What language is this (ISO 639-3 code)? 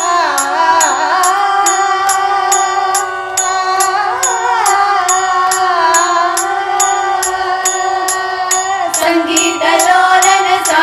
kan